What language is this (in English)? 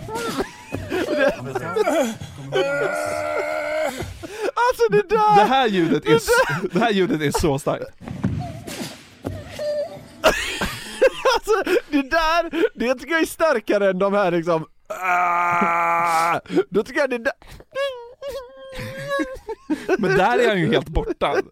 Swedish